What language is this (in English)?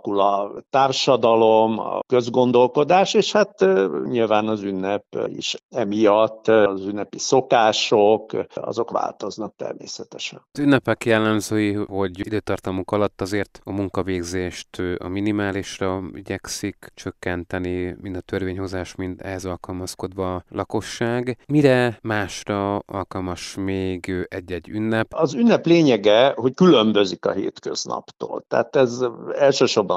Hungarian